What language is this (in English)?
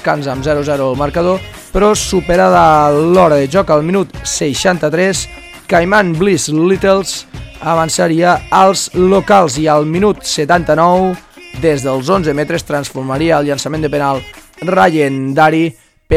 Catalan